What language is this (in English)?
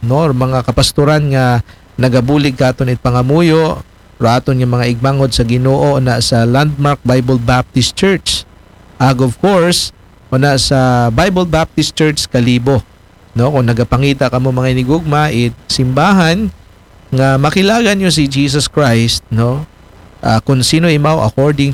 Aklanon